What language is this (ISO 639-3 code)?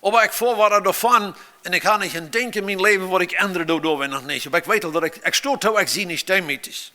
pdt